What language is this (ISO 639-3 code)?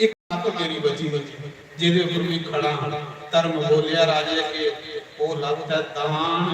doi